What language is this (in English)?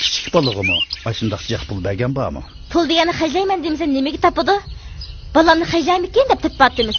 Uyghur